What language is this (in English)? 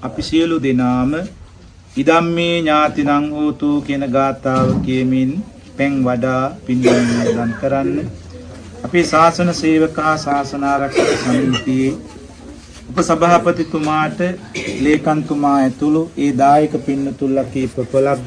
Sinhala